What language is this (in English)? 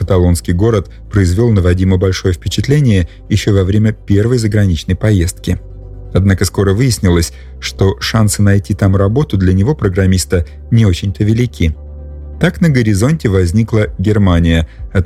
Russian